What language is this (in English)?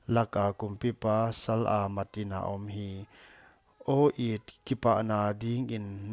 Paite Chin